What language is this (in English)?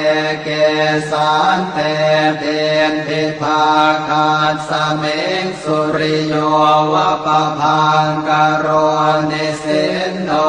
Pali